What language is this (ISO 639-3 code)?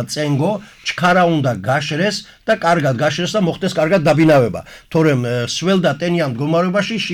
kat